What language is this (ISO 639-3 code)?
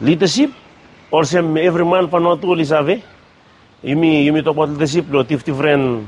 bis